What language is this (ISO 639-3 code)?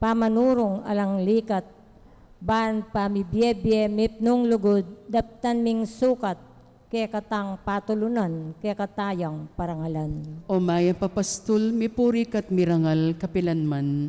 pam